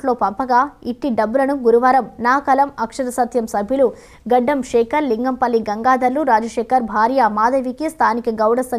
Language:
Telugu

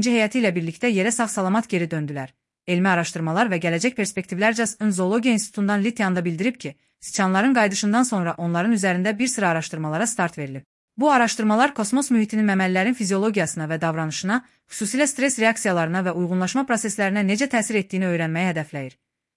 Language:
Azerbaijani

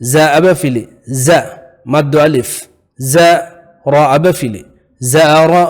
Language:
Divehi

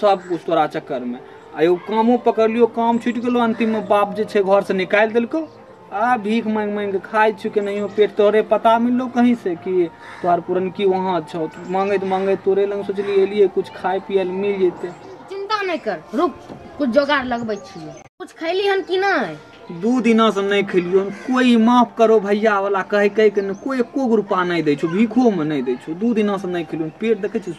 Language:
Maithili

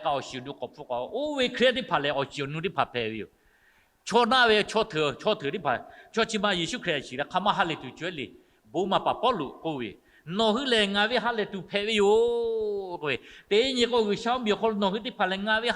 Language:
Lahu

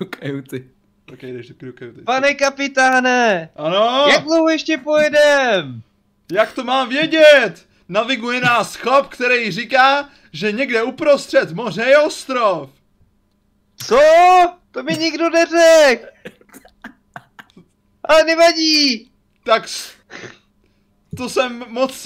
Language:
Czech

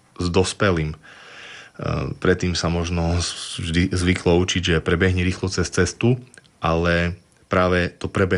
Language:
Slovak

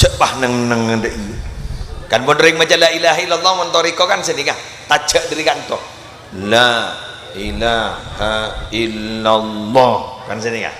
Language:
Madurese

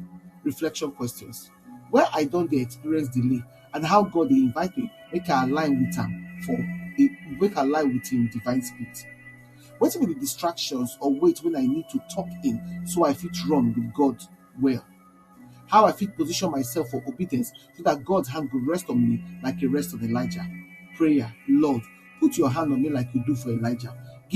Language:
Nigerian Pidgin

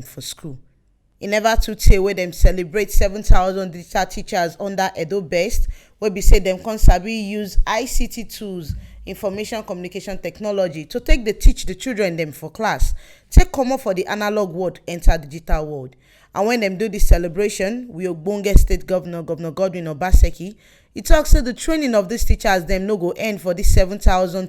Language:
Nigerian Pidgin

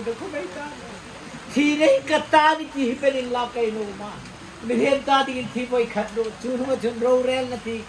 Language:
Hmar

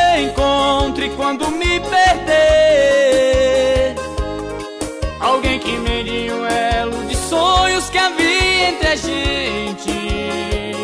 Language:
Portuguese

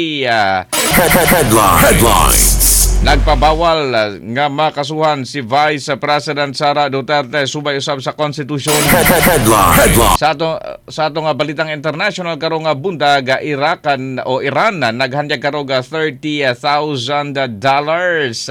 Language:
Cebuano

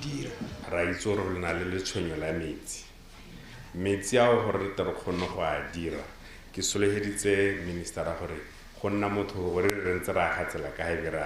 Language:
Tswana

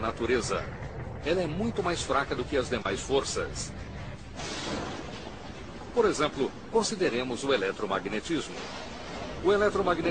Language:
Portuguese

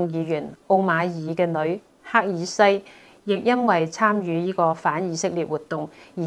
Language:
Cantonese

